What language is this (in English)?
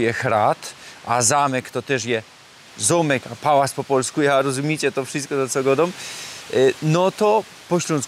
Silesian